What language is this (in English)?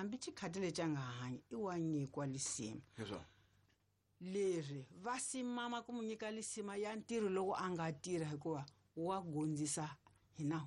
Tsonga